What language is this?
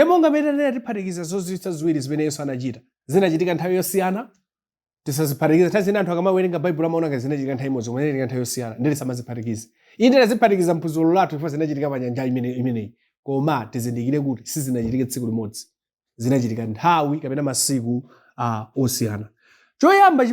Nyanja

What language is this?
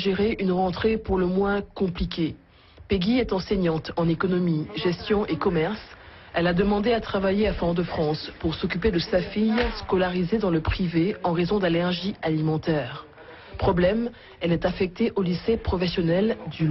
French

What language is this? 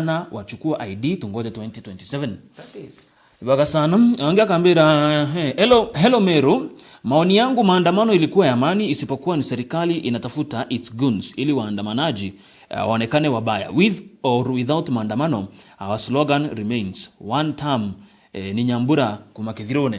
Meru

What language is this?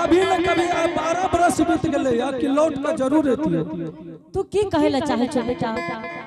Angika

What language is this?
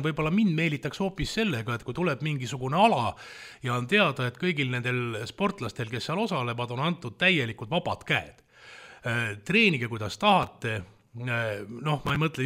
Estonian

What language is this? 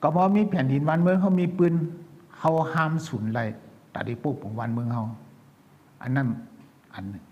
Shan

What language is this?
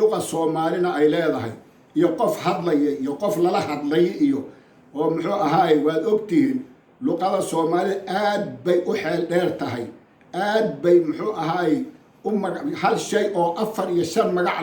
Somali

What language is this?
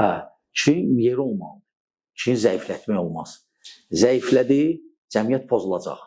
Azerbaijani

